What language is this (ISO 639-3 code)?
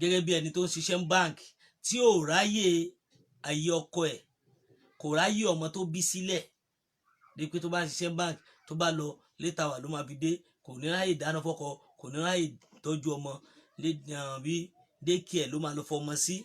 yor